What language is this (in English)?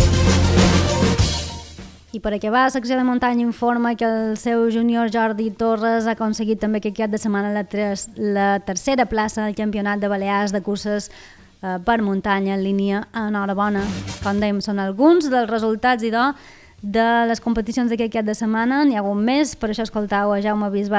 Catalan